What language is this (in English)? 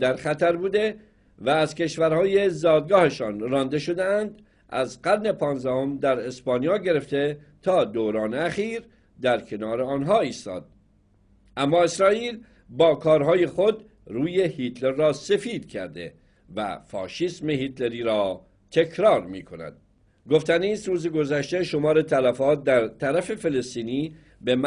Persian